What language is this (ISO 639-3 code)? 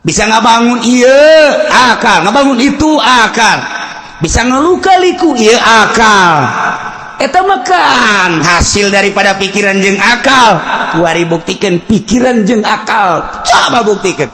sun